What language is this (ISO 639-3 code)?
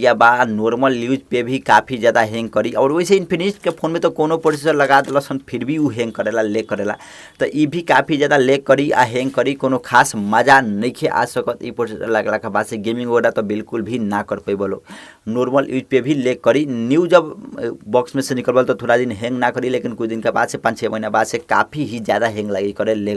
bho